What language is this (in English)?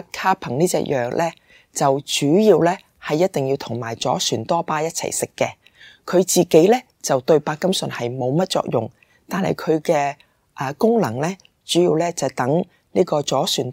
Cantonese